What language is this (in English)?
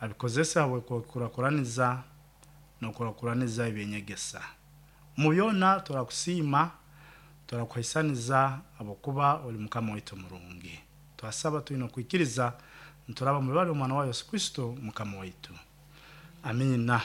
Nyoro